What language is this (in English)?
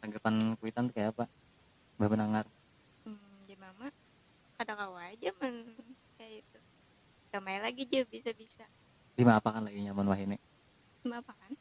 Banjar